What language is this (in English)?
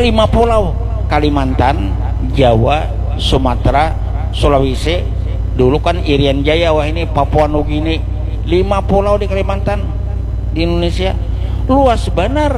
Banjar